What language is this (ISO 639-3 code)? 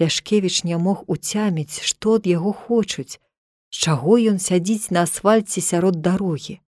bel